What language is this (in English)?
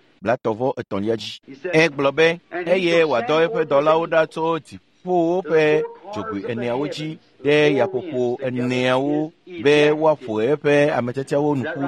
Ewe